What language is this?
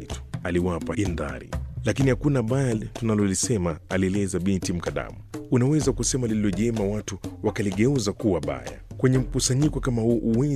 Swahili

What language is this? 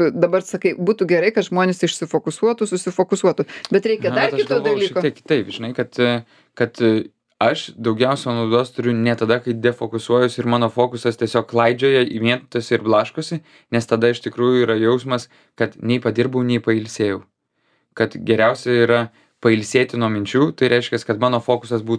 Lithuanian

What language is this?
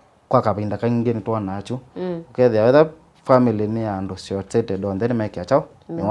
Kamba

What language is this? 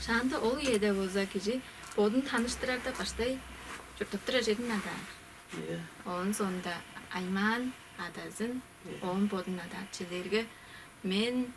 Tuvinian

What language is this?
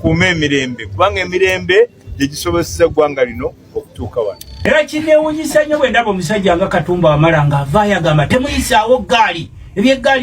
Ganda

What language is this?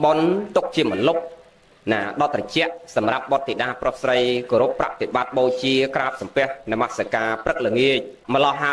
Khmer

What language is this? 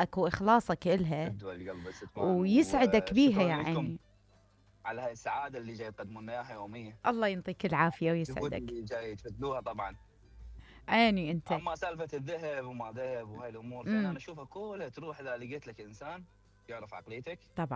Mesopotamian Arabic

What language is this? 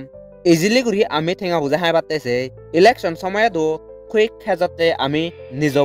Chakma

